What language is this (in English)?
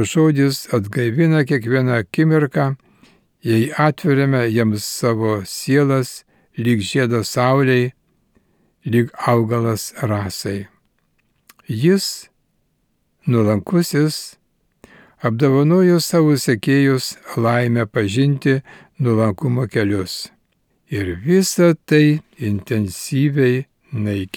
Lithuanian